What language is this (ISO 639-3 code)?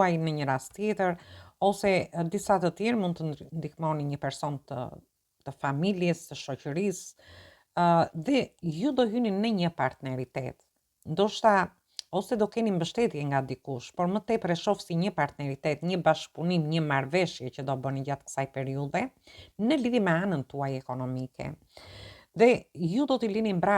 sqi